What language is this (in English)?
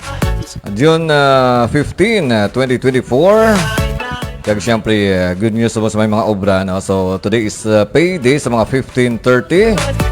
Hiligaynon